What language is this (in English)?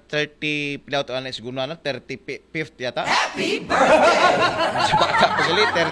Aklanon